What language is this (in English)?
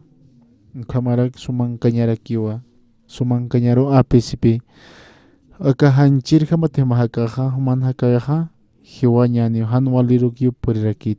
Aymara